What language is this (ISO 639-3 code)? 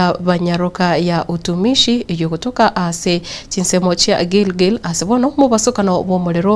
guz